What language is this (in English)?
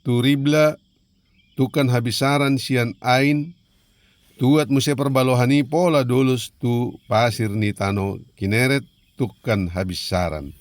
Batak Toba